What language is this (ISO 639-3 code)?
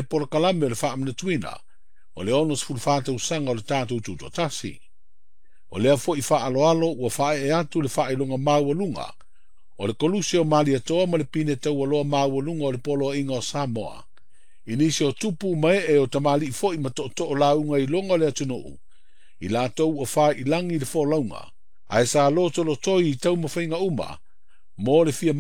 smo